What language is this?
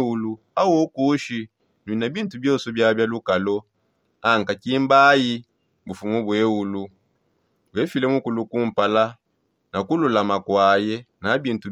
Songe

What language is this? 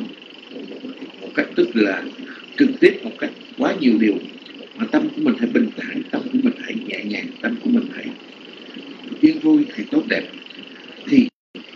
Vietnamese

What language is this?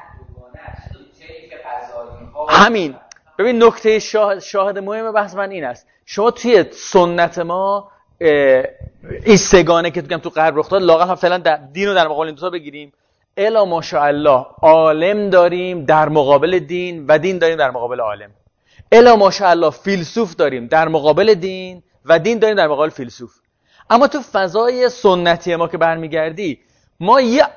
Persian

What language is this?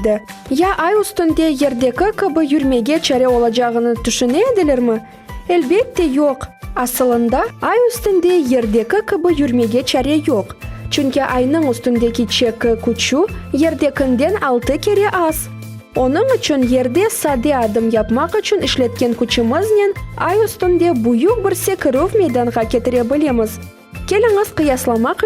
Crimean Tatar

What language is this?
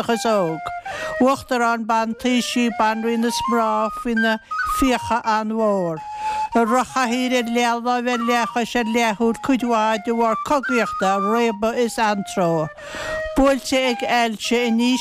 Irish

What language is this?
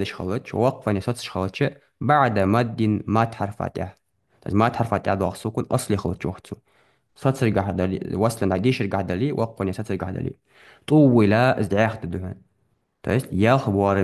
Ingush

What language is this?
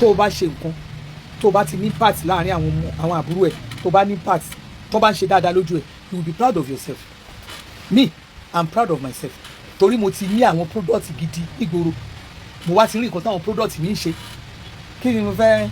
Yoruba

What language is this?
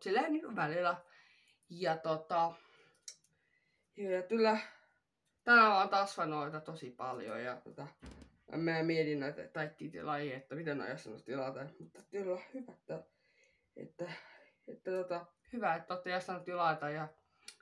Finnish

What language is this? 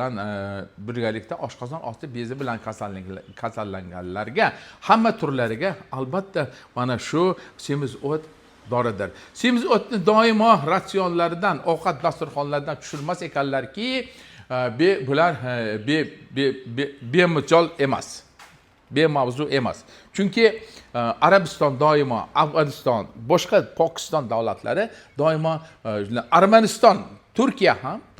Uzbek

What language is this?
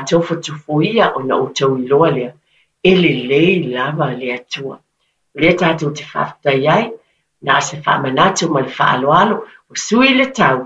Samoan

